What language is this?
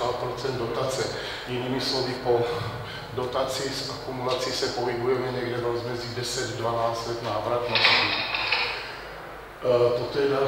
Czech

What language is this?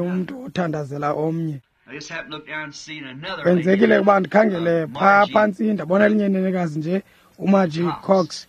Xhosa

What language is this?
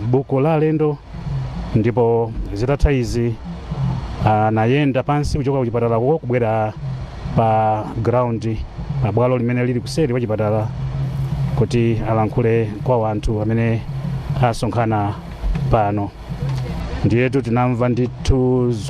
Nyanja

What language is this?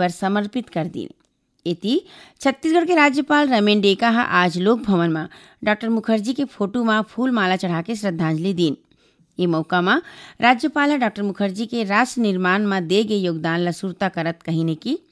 Chhattisgarhi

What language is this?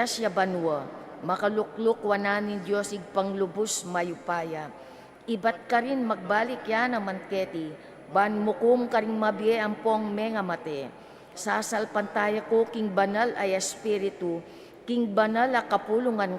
Pampanga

